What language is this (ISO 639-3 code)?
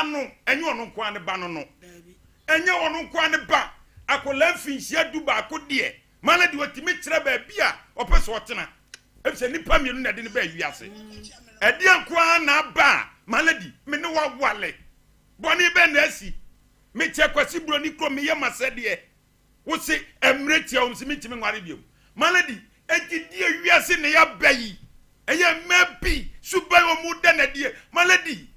aka